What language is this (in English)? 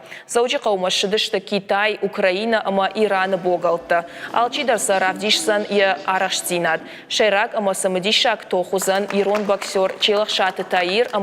Ossetic